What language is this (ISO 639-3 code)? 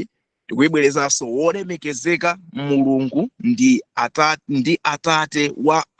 nya